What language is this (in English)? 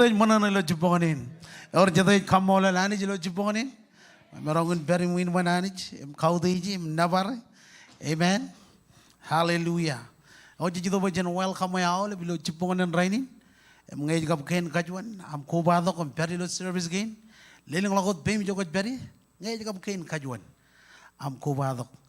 Marshallese